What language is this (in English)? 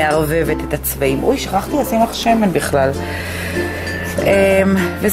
Hebrew